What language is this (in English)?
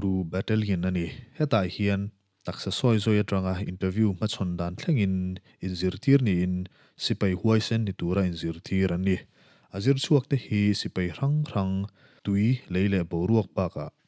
Mizo